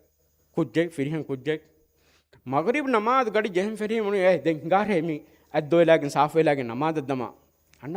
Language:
Divehi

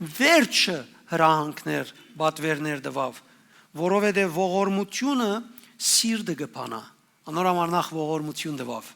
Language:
Western Armenian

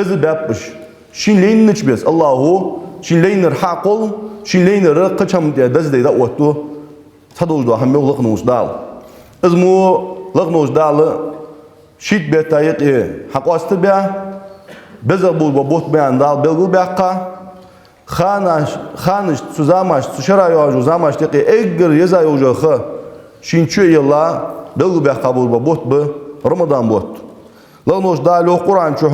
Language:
Ingush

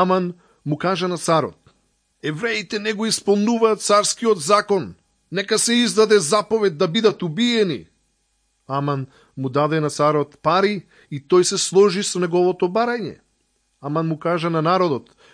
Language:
Macedonian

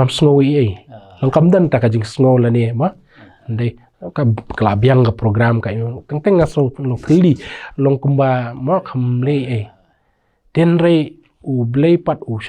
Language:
Khasi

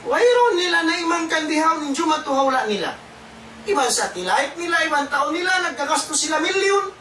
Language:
Tausug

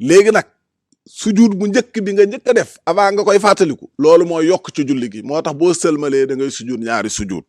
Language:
Wolof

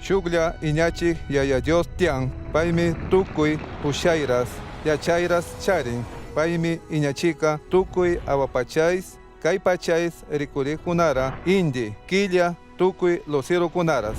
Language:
Chimborazo Highland Quichua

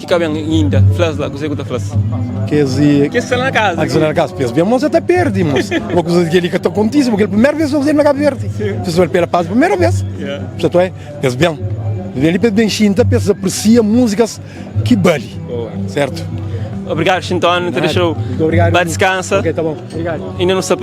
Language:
Kabuverdianu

